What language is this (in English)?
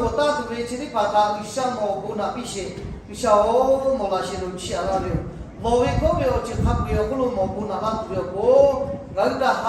Lahu